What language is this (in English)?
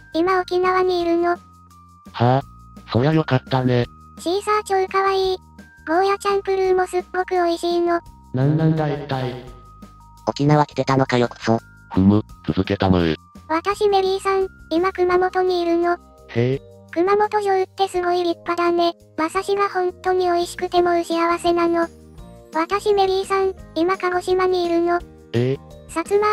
Japanese